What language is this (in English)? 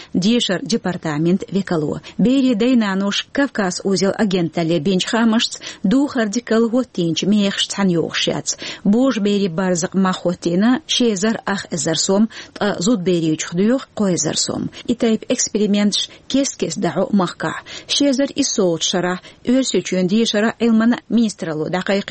Chechen